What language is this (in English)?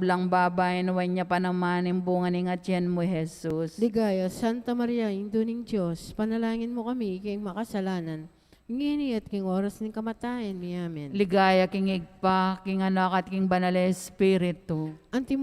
Pampanga